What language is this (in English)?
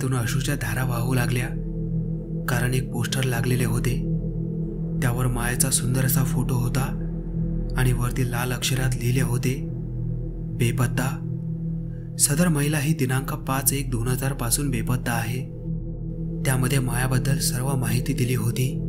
Marathi